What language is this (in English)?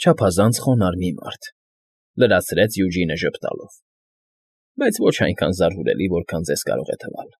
Armenian